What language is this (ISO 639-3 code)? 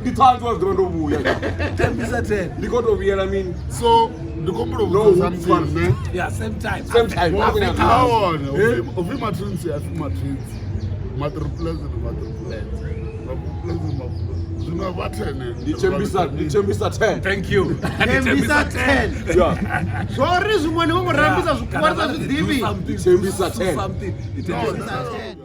ven